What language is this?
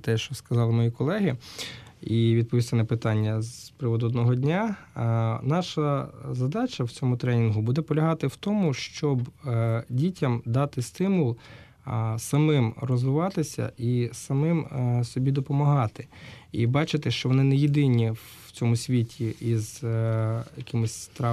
Ukrainian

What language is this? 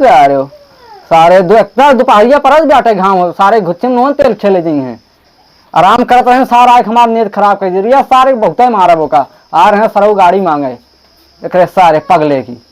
Awadhi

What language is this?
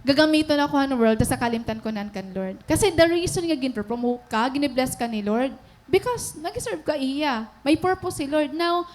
Waray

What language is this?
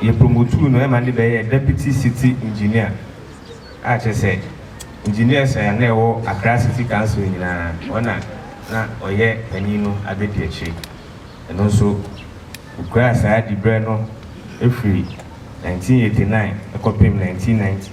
Akan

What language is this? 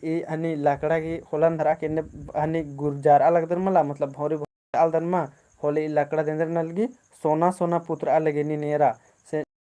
Kurukh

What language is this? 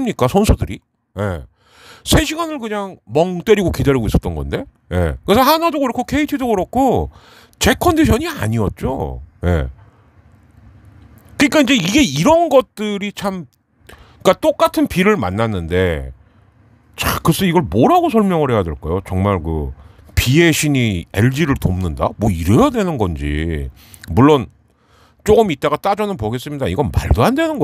Korean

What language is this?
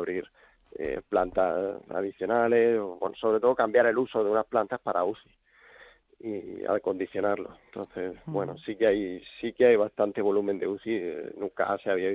Spanish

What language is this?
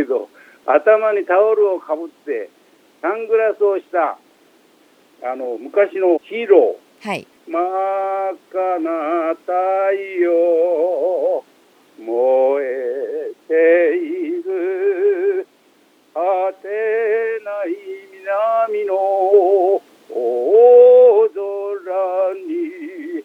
Japanese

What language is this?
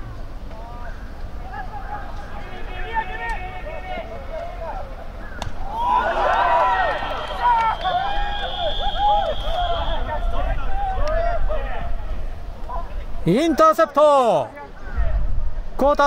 Japanese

